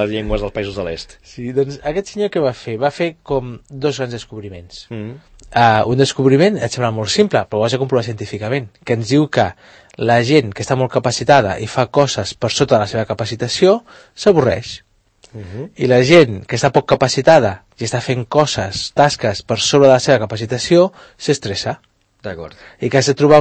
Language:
Catalan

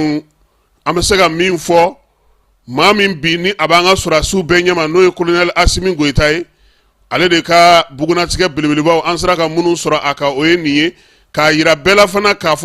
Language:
Bambara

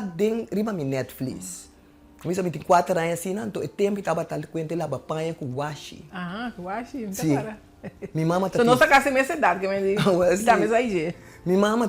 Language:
Papiamento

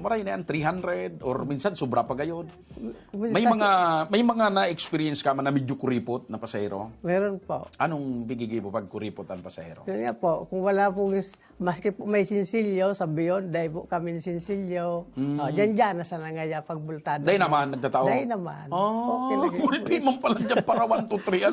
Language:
Bikol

